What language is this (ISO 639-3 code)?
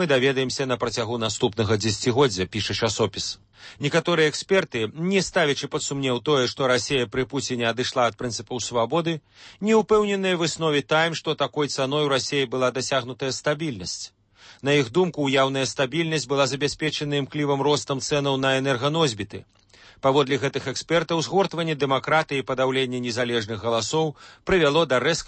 bel